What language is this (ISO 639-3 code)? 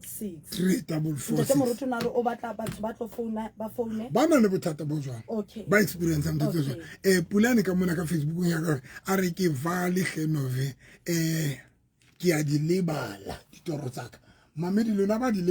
sot